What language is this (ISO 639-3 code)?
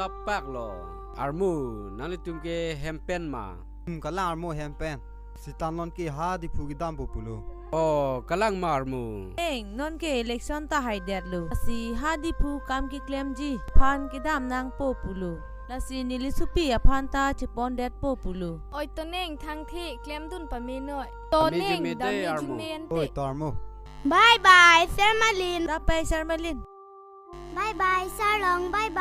mjw